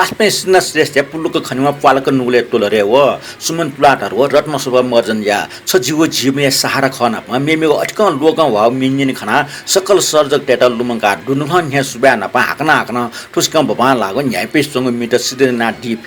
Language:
Newari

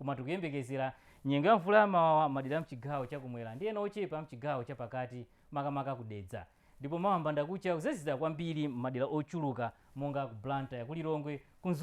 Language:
Nyanja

